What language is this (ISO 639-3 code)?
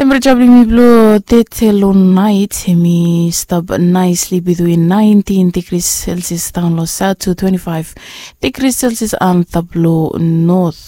bis